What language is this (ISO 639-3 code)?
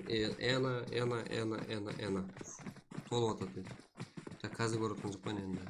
kaa